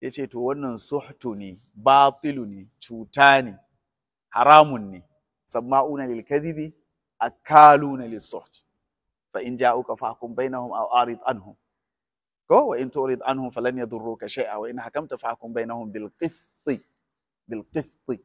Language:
Hausa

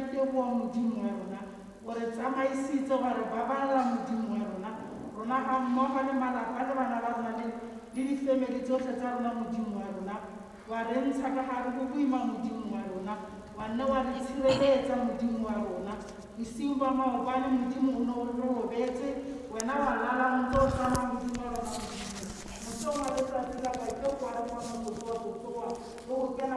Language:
Tswana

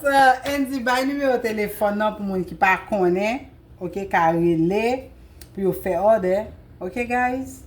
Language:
Haitian Creole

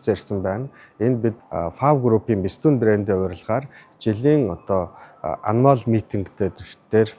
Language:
Mongolian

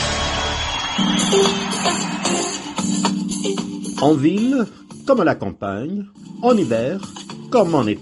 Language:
French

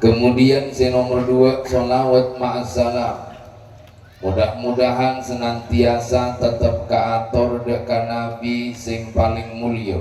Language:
Madurese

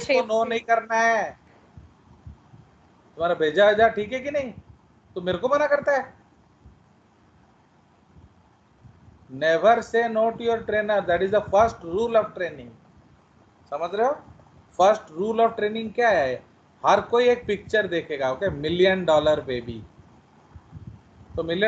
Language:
Hindi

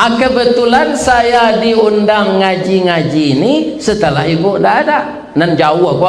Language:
Minangkabau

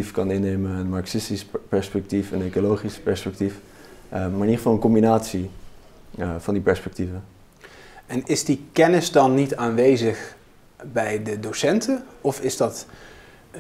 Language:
Dutch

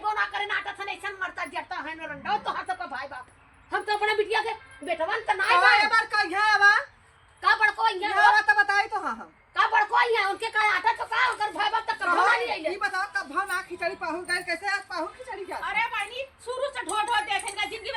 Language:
Awadhi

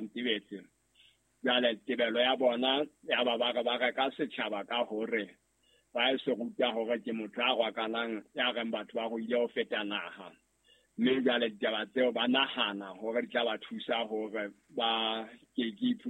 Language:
Southern Sotho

